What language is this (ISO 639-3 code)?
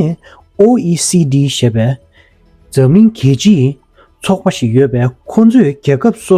bod